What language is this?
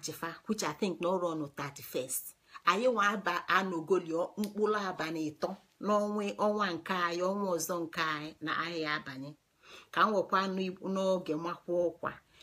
Igbo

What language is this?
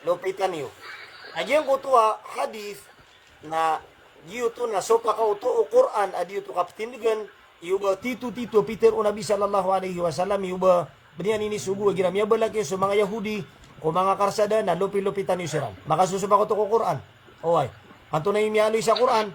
Maranao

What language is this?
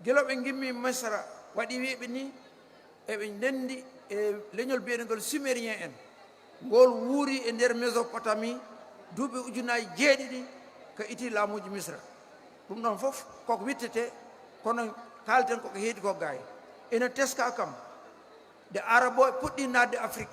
Fula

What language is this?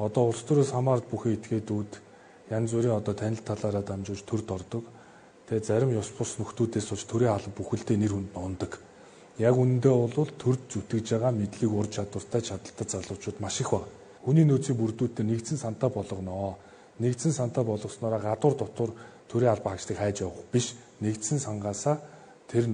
Mongolian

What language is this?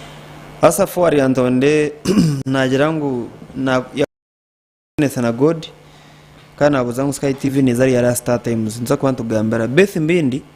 Nyankole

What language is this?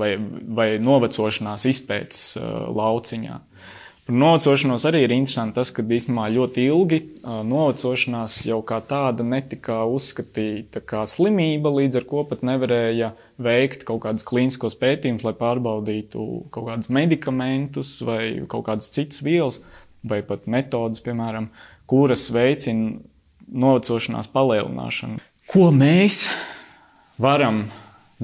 Latvian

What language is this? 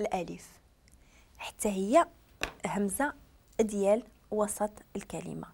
Moroccan Arabic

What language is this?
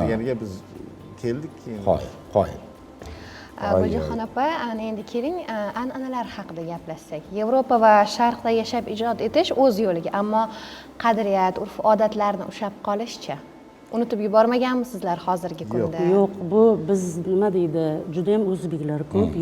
Uzbek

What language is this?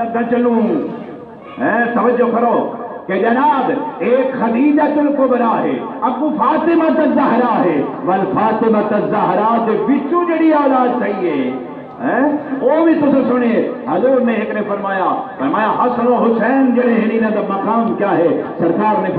Saraiki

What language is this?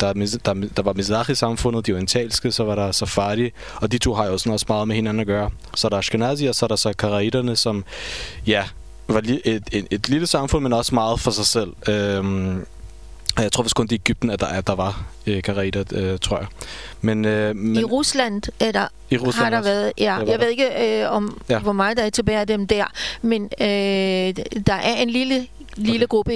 Danish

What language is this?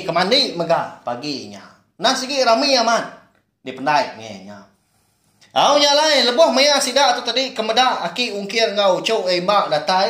Iban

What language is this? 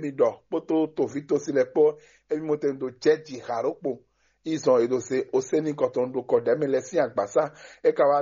Fon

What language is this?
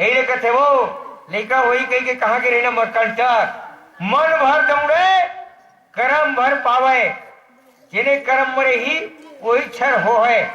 Chhattisgarhi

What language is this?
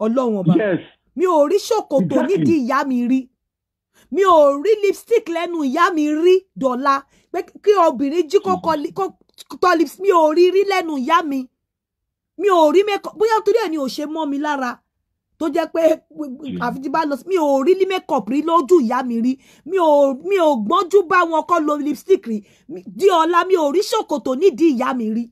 Yoruba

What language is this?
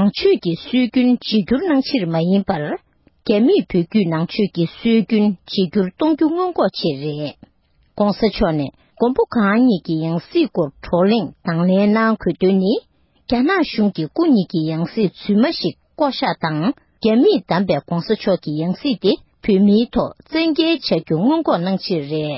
Tibetan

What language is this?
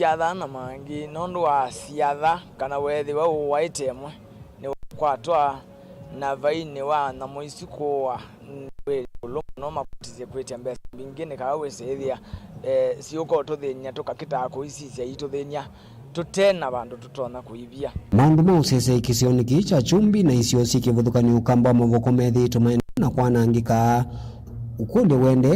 Kamba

